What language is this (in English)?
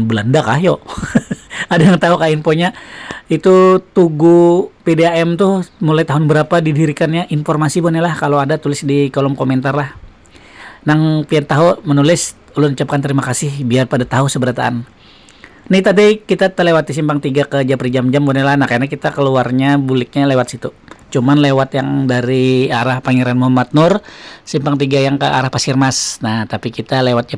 Banjar